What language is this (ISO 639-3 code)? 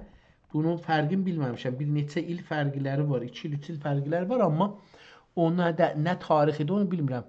azb